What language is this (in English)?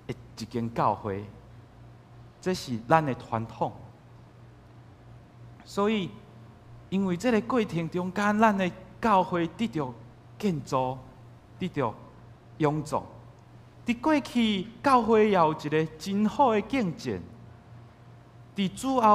Min Nan Chinese